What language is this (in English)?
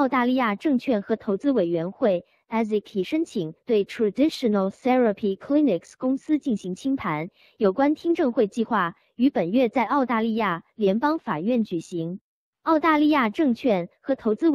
Chinese